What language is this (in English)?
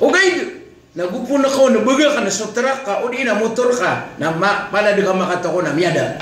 Maranao